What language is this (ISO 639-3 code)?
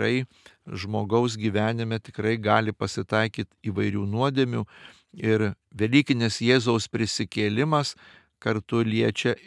lit